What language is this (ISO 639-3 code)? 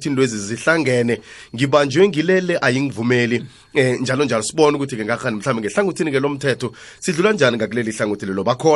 nbl